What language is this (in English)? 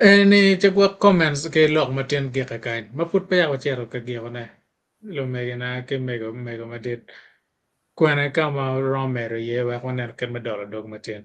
Acoli